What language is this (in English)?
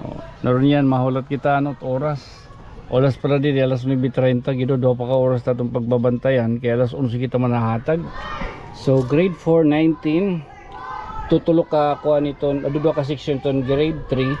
Waray